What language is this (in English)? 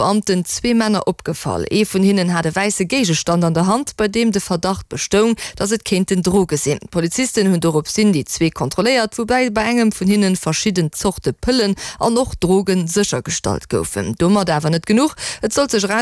Luxembourgish